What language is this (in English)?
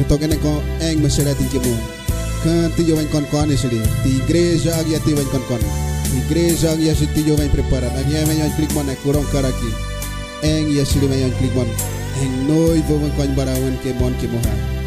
Kaingang